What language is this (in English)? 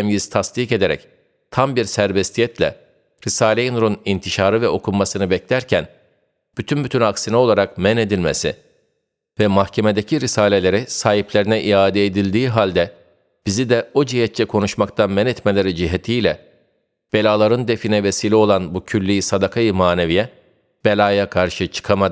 Turkish